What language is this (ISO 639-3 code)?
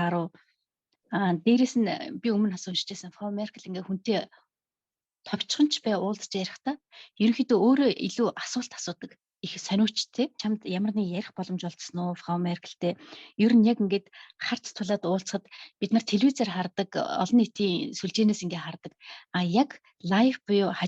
mon